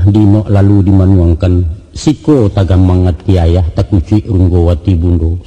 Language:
Minangkabau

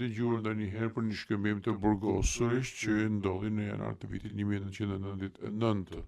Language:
Albanian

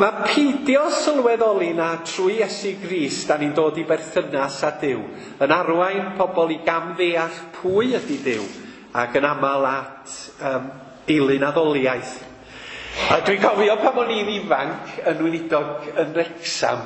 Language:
Welsh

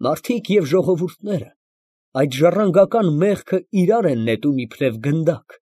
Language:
Armenian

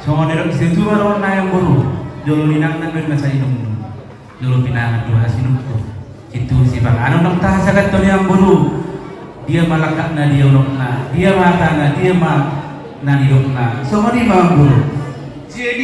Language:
Batak Toba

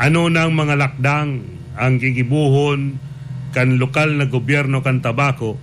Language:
Bikol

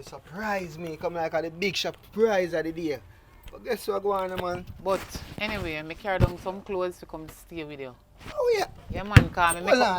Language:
Jamaican Creole English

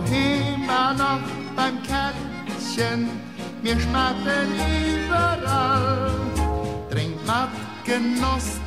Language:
Luxembourgish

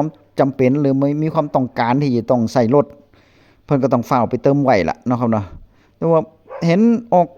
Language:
Northeastern Thai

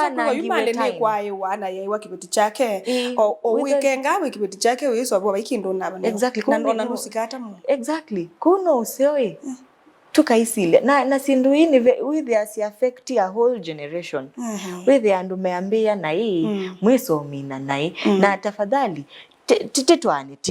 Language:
Kamba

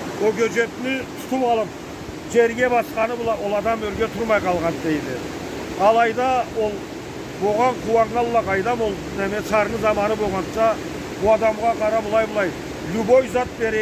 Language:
Karachay-Balkar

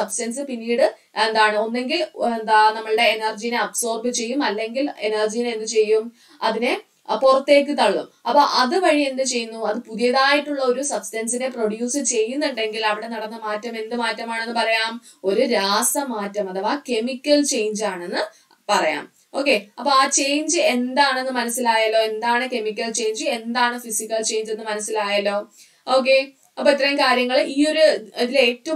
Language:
Malayalam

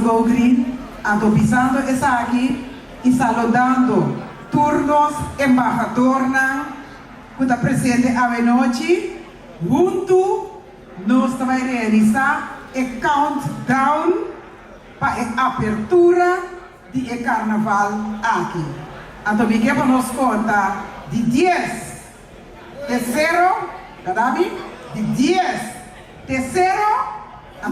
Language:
Papiamento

